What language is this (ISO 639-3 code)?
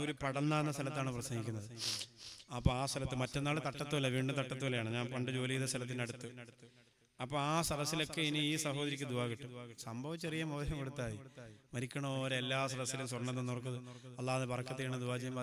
mal